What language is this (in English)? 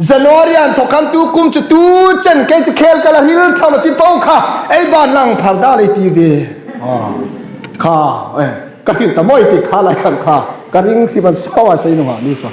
Hmar